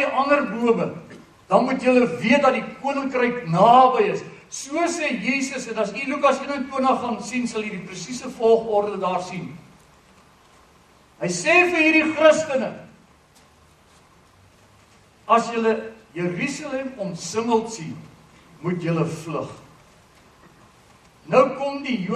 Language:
Afrikaans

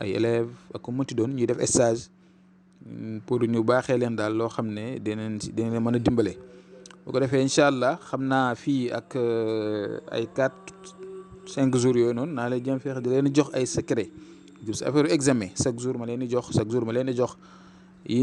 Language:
Wolof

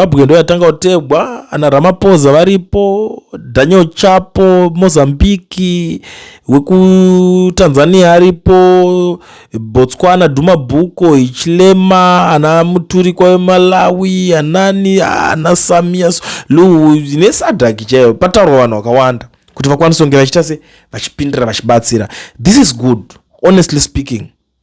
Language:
Shona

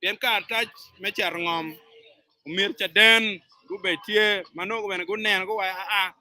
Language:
Acoli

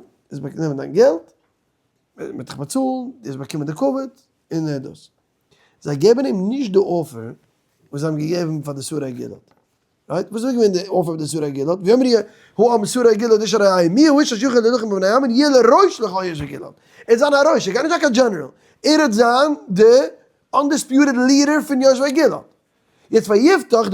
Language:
Yiddish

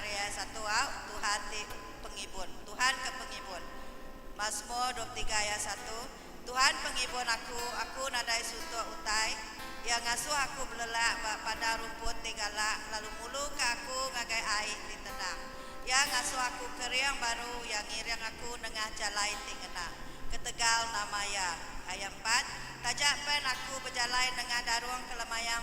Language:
Iban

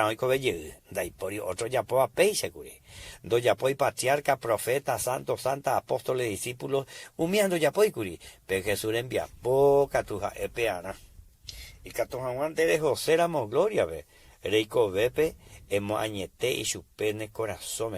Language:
Guarani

